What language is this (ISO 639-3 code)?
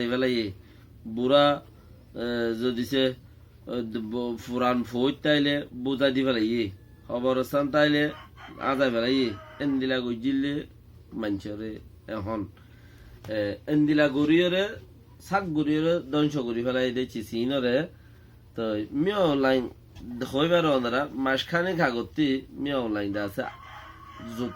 rhg